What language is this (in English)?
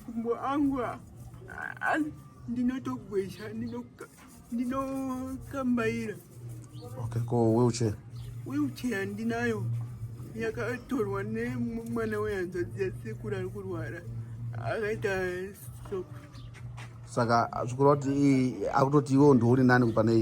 Shona